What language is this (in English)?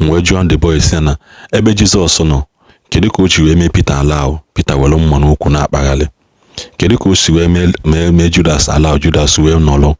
Igbo